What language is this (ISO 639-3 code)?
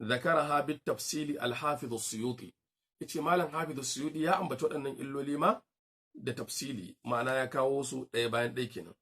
hau